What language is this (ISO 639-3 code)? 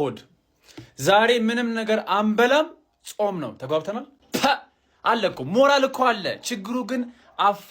amh